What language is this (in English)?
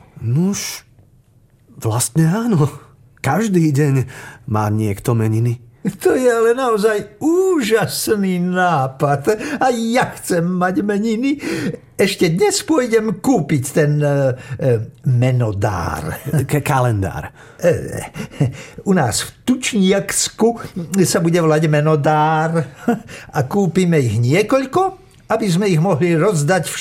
Slovak